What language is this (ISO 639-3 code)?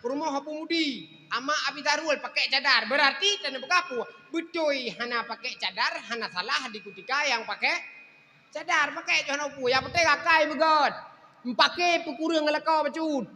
ace